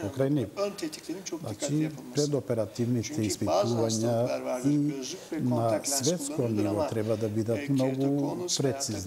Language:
Macedonian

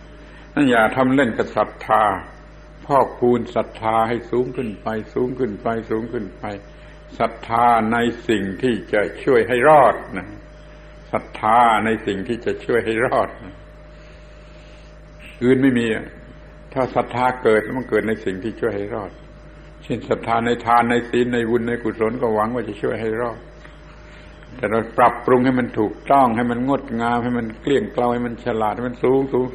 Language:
Thai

